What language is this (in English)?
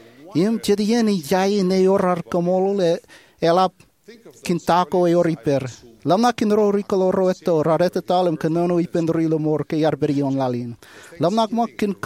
Marshallese